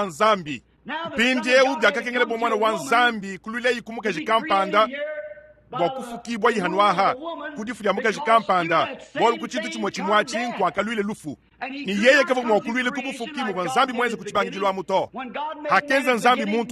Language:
Luba-Lulua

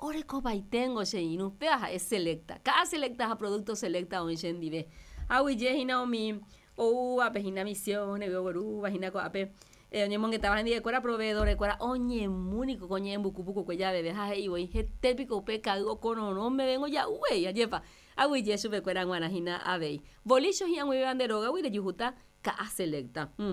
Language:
Guarani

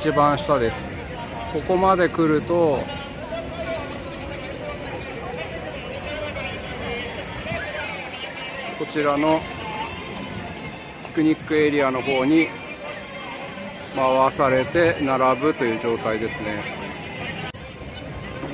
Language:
Japanese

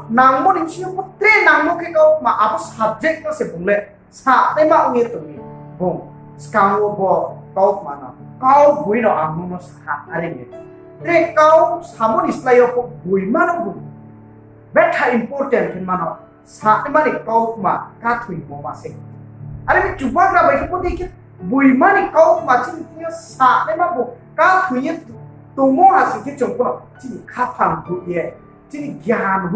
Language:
Riang (India)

